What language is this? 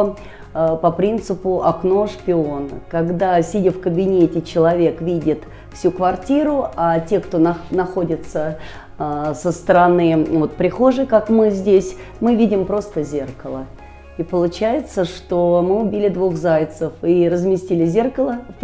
Russian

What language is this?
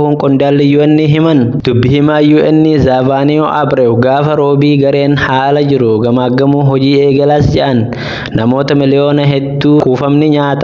Oromo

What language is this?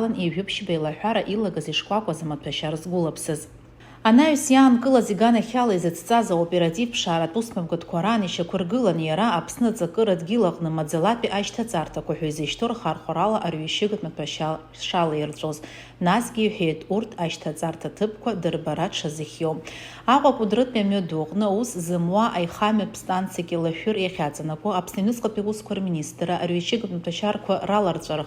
Abkhazian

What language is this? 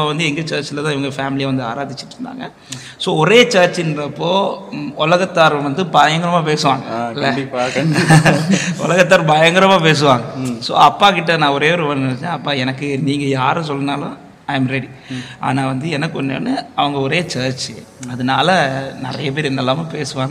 Tamil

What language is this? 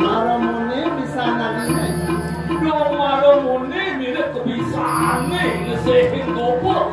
Balinese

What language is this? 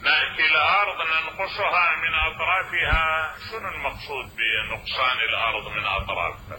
Mesopotamian Arabic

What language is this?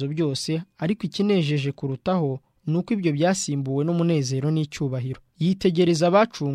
Kinyarwanda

